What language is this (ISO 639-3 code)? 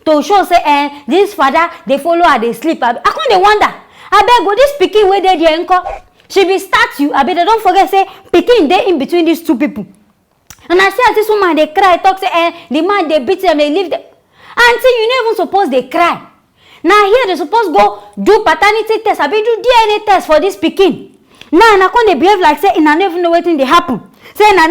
pcm